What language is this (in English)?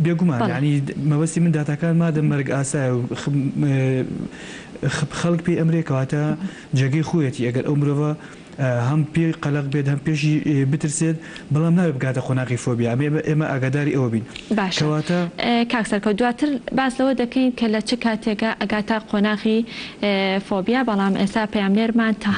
Central Kurdish